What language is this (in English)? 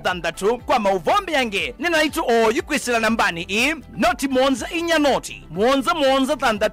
Kamba